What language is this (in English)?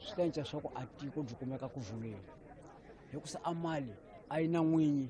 Tsonga